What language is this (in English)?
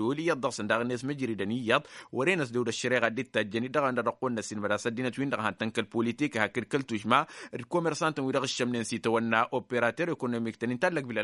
Tamasheq